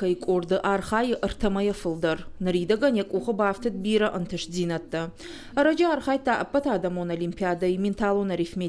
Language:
Ossetic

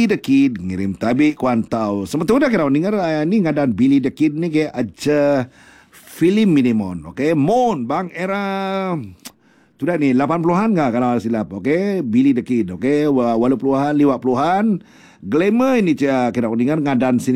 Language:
Iban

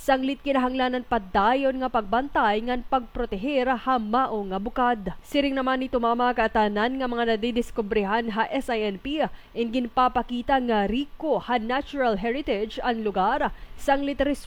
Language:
Waray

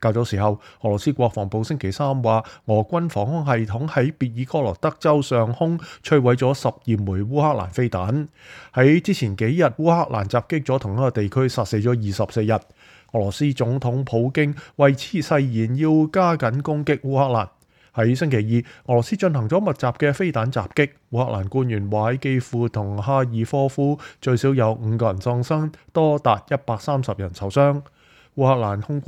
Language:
Cantonese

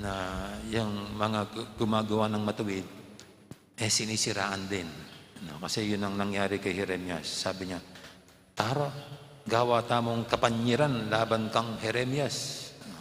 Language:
Pampanga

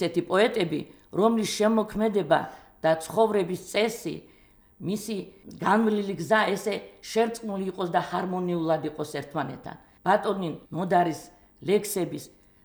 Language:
Georgian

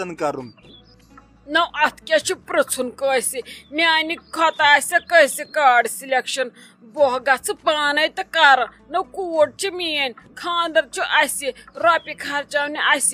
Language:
Kashmiri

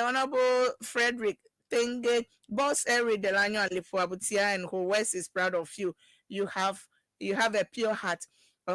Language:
Ewe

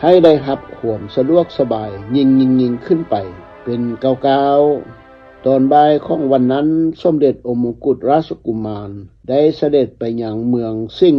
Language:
Lao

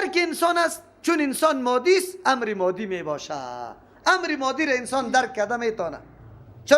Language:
Persian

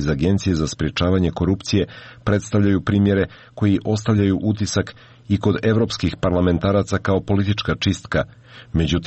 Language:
Serbian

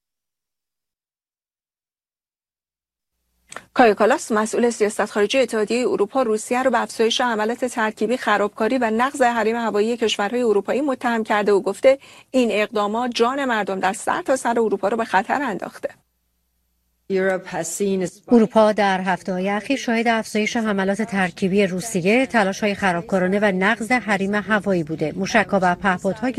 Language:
Persian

